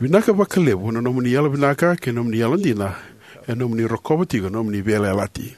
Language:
Fijian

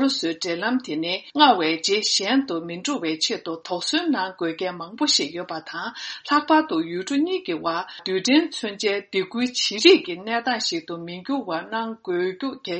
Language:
Tibetan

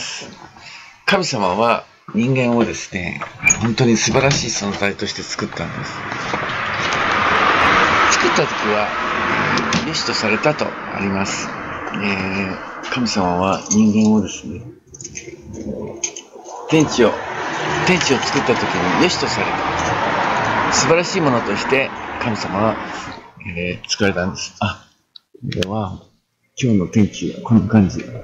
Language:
Japanese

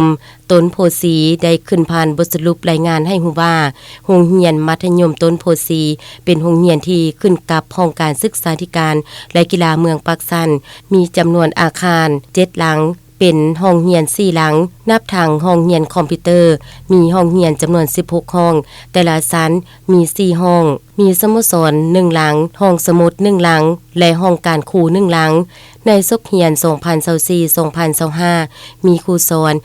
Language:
Lao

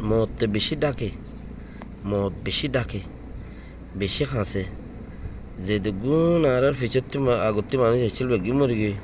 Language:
Rohingya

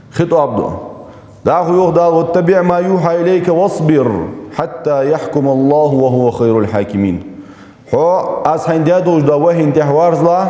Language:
Ingush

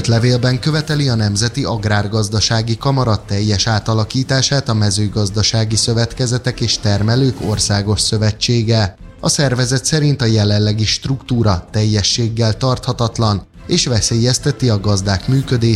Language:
Hungarian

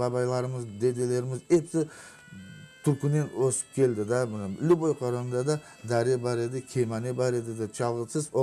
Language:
Crimean Tatar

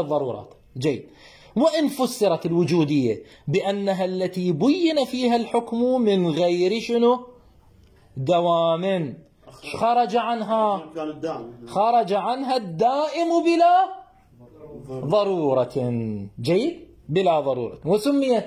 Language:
Mesopotamian Arabic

